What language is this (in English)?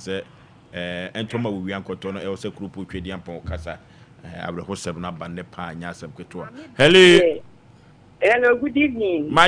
Akan